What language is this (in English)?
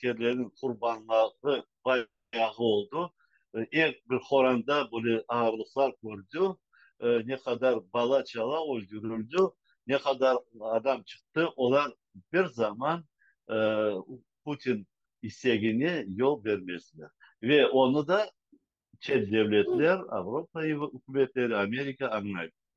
Crimean Tatar